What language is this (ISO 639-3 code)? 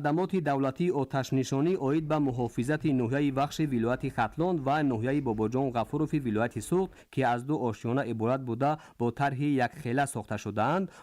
tgk